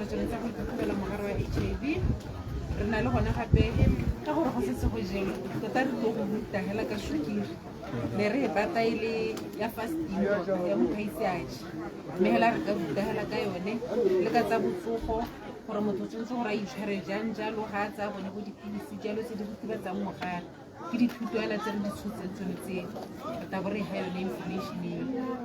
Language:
Tswana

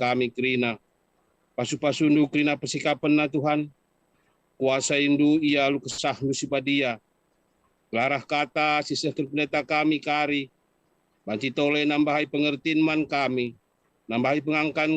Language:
Batak Karo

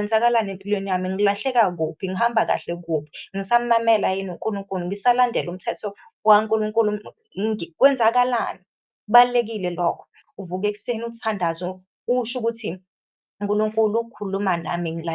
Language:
Zulu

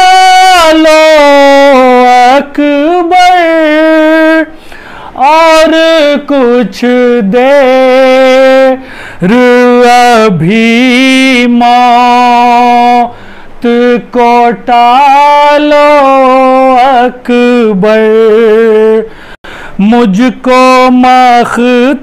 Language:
Urdu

